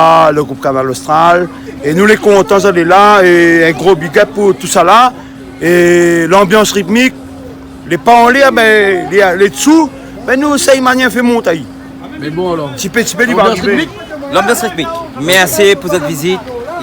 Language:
Réunion Creole French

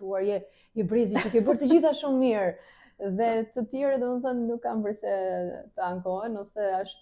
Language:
Albanian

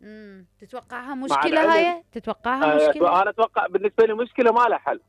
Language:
Mesopotamian Arabic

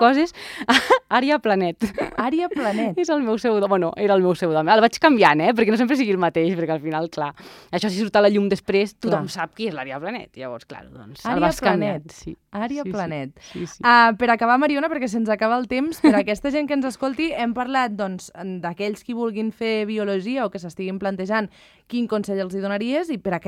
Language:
Catalan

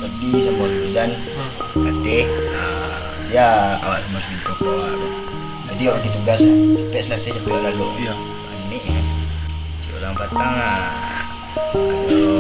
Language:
Minangkabau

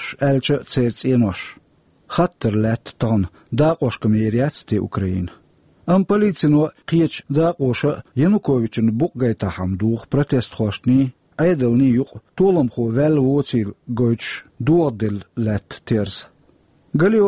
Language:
Chechen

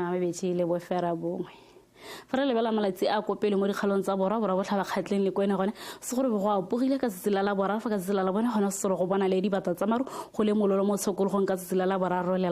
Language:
Tswana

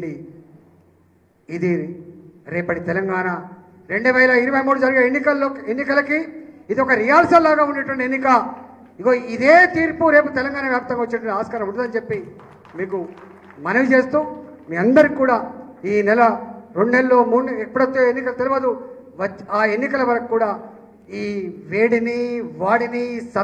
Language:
Telugu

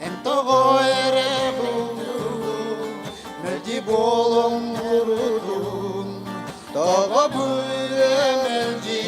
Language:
Yakut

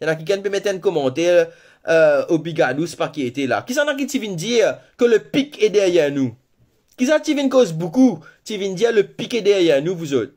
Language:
Morisyen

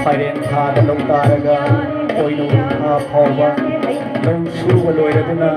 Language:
Manipuri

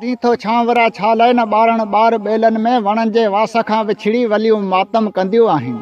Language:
Sindhi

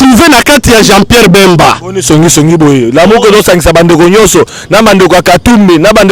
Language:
Lingala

